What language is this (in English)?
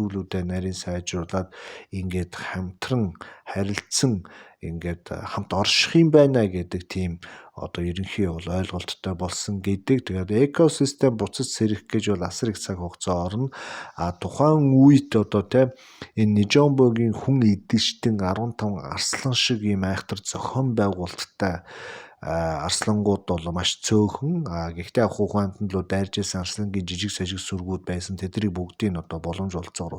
Mongolian